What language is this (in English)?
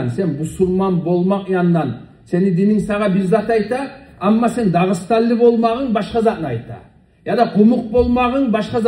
Kumyk